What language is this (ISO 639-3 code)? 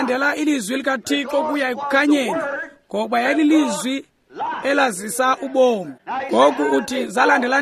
xho